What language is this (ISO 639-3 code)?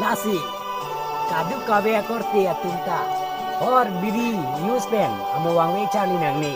mjw